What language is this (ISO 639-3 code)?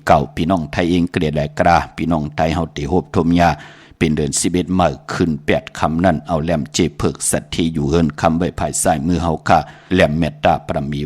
shn